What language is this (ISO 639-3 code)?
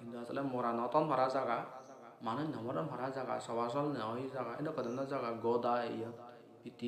asm